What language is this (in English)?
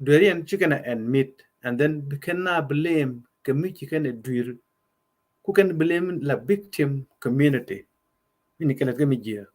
Nuer